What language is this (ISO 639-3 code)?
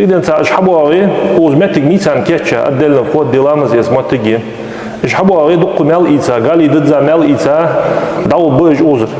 inh